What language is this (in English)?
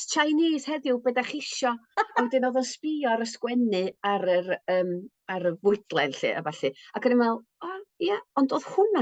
Welsh